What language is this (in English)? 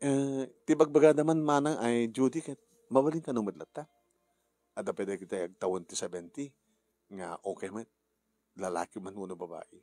Iloko